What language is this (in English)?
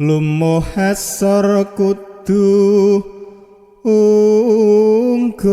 Javanese